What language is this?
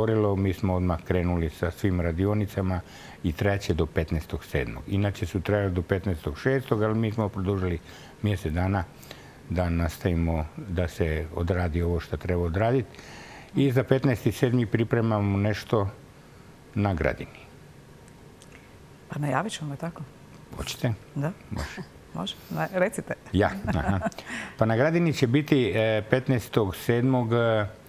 Croatian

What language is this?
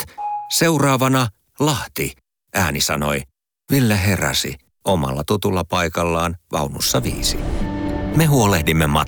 Finnish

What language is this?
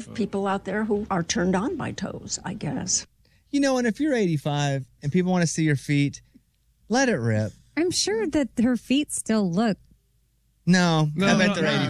English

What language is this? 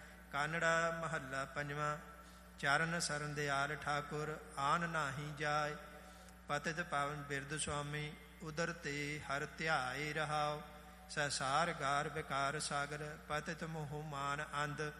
Punjabi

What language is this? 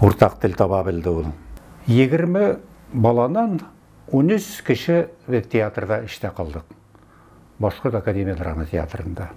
Bashkir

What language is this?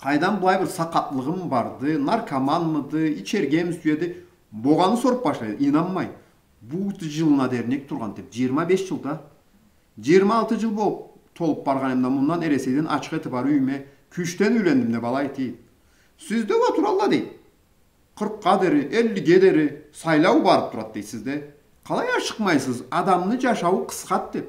Karachay-Balkar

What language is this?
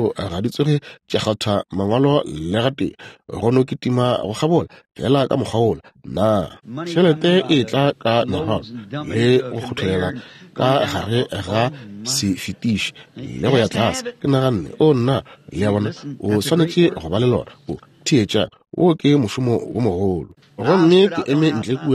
Northern Sotho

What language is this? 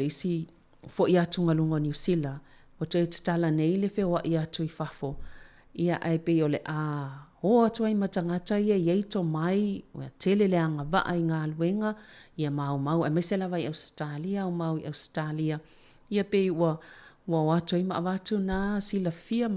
Samoan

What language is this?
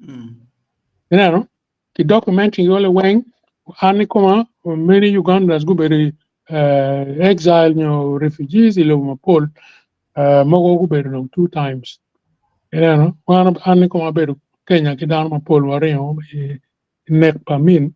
Acoli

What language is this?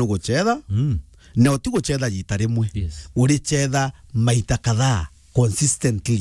Meru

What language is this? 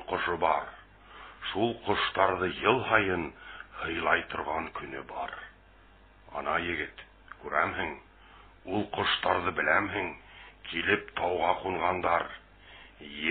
Bashkir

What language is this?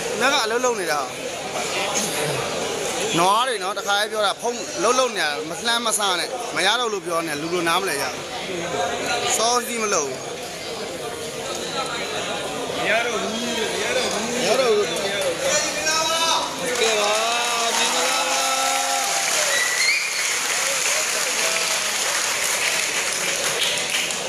Burmese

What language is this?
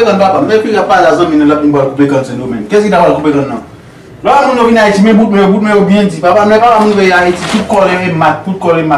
Haitian Creole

